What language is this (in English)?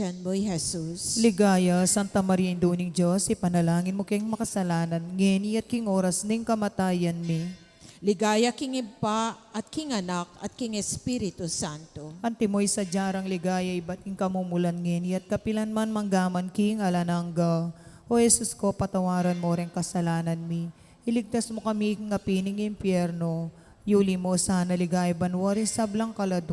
Pampanga